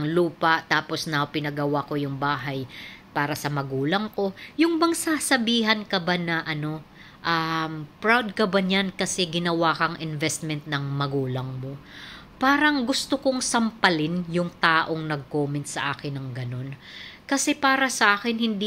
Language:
Filipino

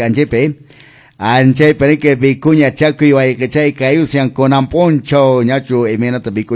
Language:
Quechua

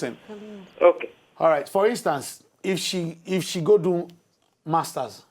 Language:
Nigerian Pidgin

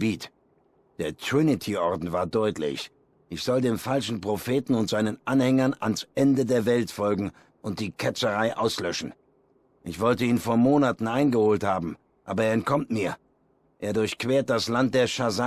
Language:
Swiss German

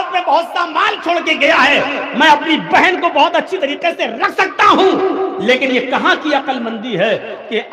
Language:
Urdu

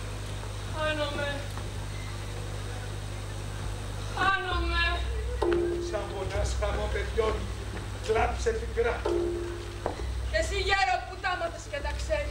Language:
Greek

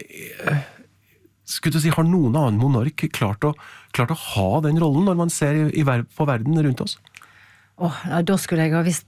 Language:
Norwegian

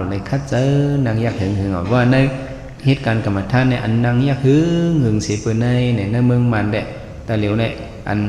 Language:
Shan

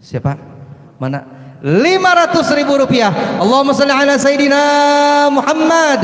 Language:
Banjar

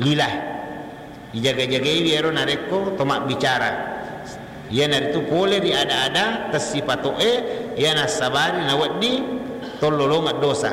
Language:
Buginese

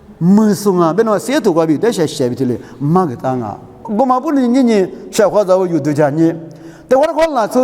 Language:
Lisu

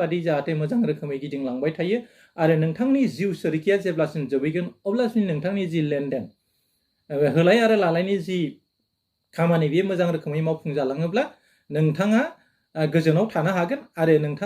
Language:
Bodo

